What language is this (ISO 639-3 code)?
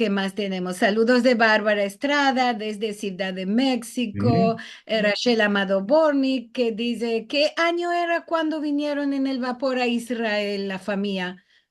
lad